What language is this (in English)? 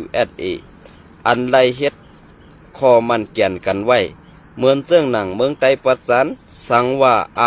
Shan